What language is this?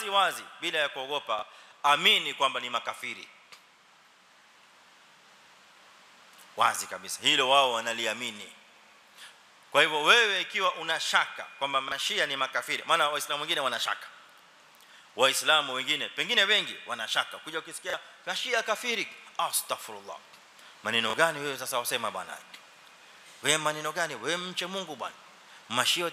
Swahili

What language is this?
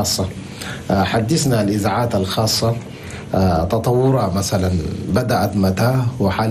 Chadian Arabic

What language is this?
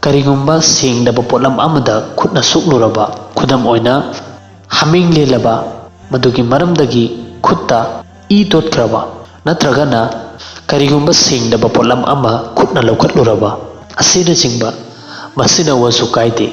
Manipuri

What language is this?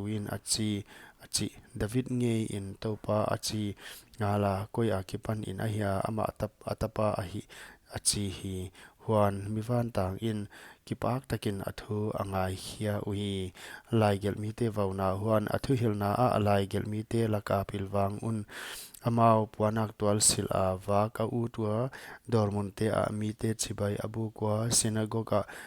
Paite Chin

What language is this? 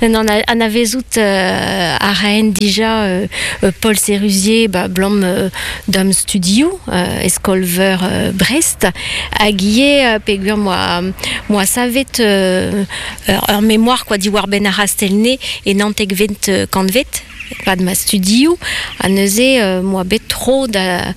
Breton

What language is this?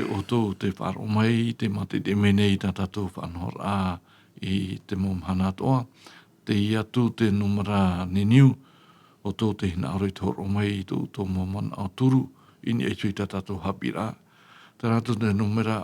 Tahitian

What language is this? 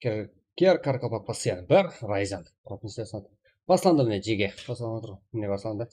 Kara-Kalpak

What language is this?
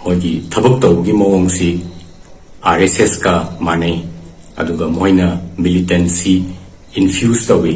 Manipuri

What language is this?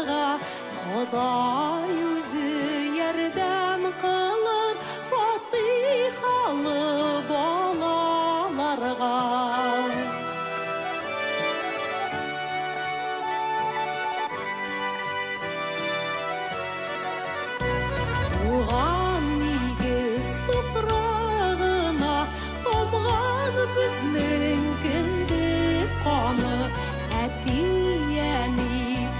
Tatar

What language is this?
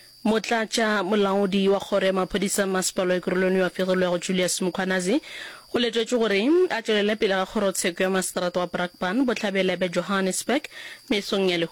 Northern Sotho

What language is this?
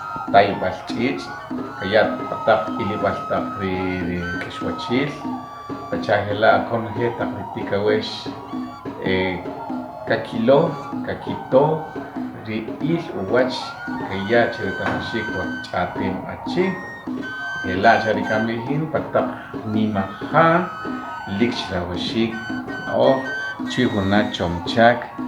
Achi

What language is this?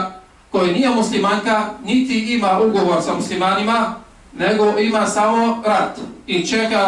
Bosnian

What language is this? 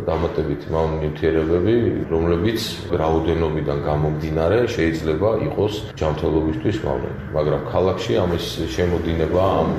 Georgian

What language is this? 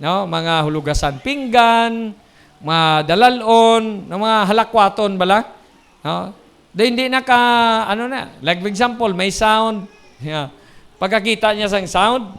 Hiligaynon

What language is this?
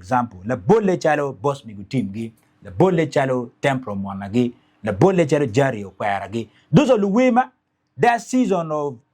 Acoli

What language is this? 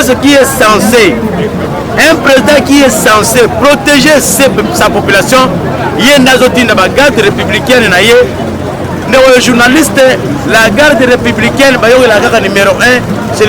Lingala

